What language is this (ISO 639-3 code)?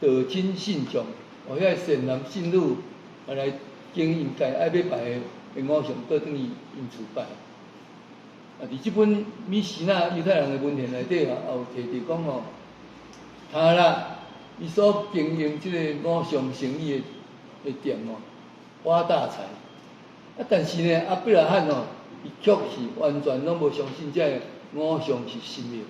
nan